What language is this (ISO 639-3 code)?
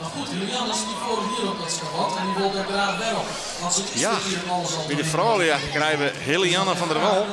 fry